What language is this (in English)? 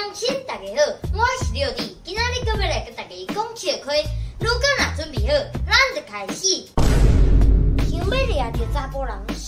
Min Nan Chinese